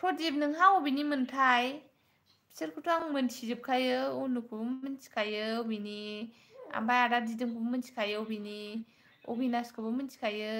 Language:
Bodo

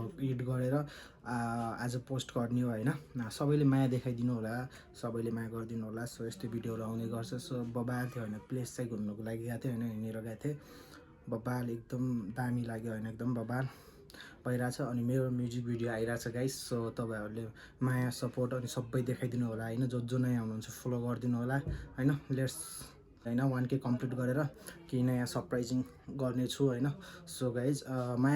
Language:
Nepali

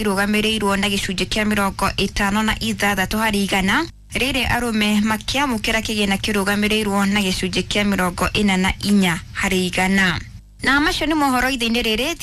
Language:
Kikuyu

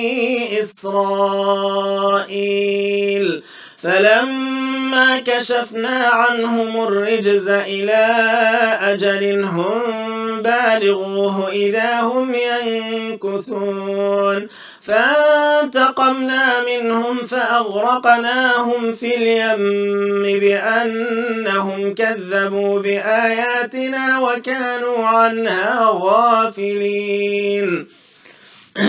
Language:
Arabic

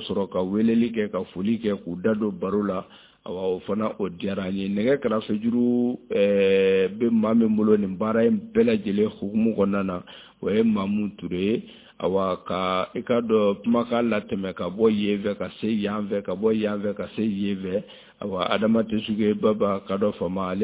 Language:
Bambara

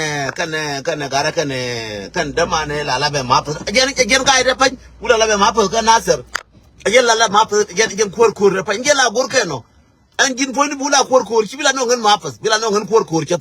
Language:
Nuer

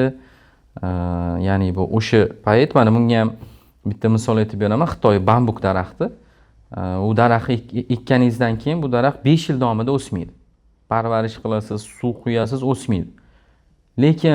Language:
Uzbek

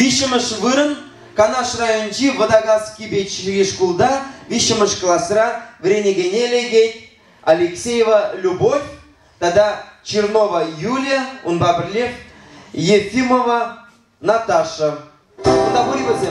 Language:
Chuvash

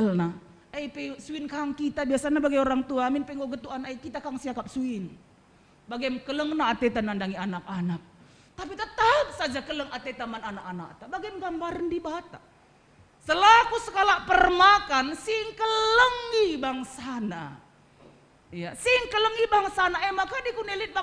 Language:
Batak Karo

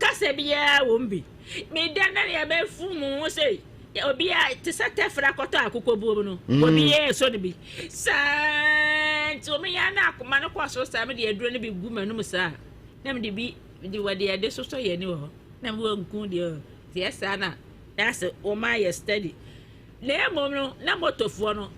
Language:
Akan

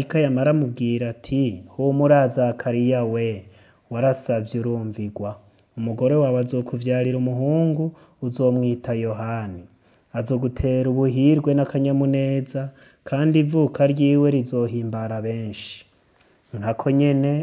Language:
Rundi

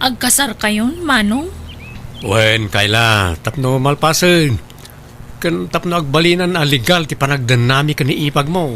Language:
Iloko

